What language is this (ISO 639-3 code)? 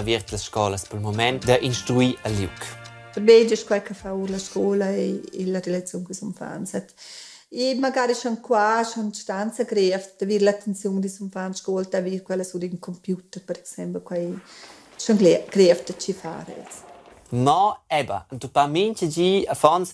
roh